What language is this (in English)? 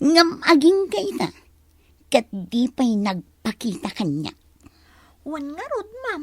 Iloko